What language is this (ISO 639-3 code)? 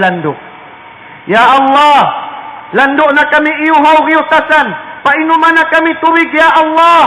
tsg